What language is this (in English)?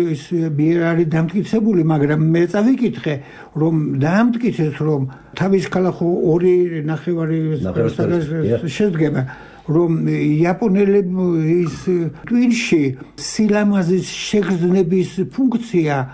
Georgian